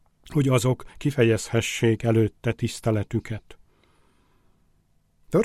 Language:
Hungarian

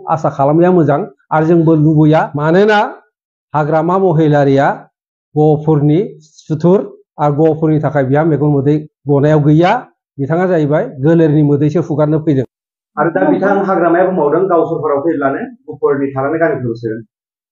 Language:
Bodo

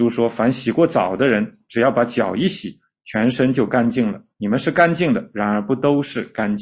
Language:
Chinese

